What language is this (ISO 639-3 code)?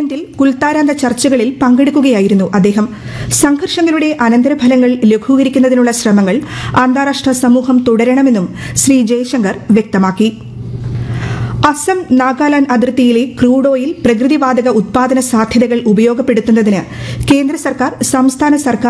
mal